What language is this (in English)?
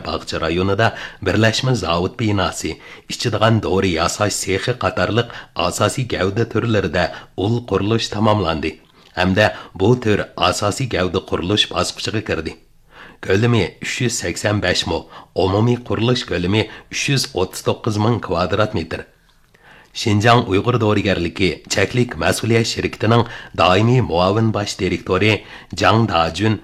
Uyghur